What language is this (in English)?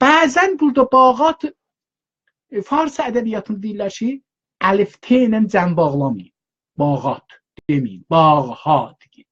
South Azerbaijani